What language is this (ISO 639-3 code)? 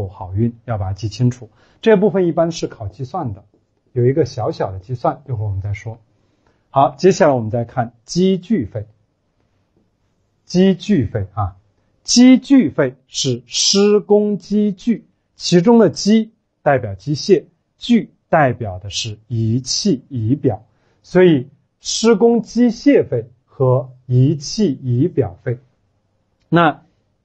zho